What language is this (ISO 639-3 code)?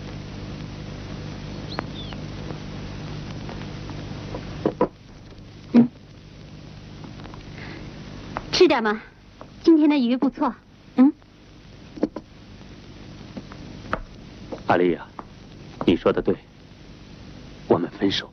zho